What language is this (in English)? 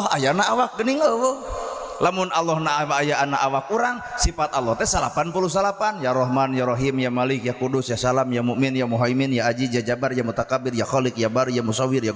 Sundanese